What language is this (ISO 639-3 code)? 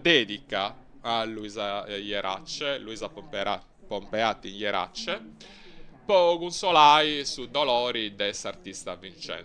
srd